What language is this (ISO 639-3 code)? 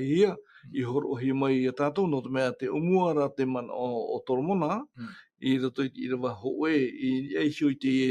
tah